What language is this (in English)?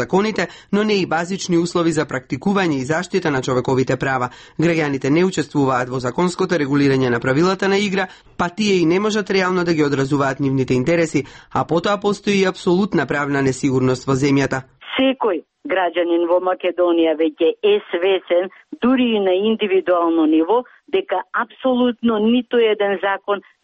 Macedonian